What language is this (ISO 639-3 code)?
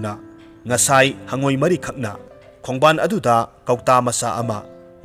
mni